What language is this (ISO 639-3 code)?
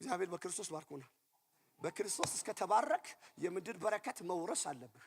amh